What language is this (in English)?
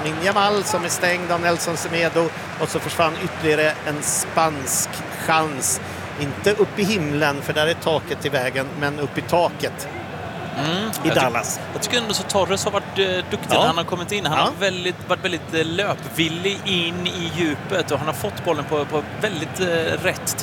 Swedish